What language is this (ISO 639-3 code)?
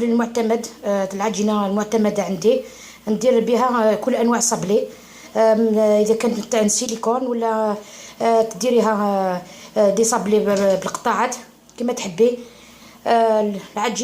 arq